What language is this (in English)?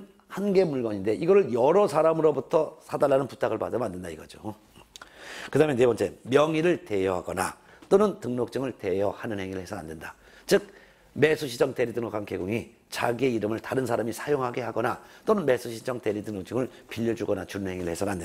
Korean